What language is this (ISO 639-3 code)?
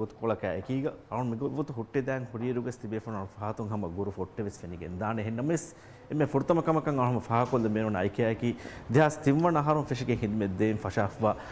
div